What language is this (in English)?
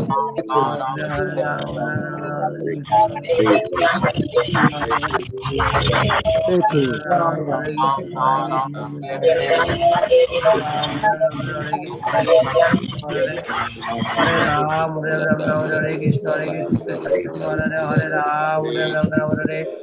Bangla